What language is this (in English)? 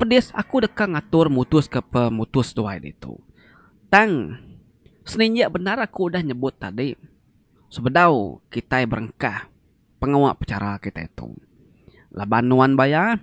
Iban